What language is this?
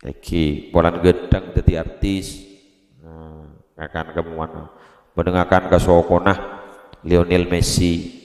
Madurese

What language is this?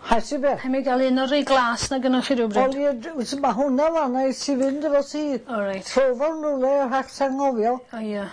Welsh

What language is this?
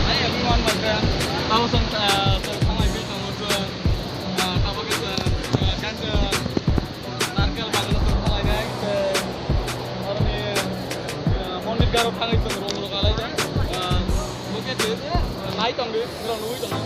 Kok Borok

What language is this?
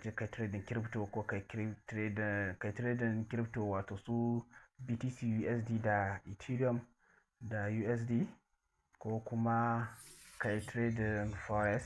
Hausa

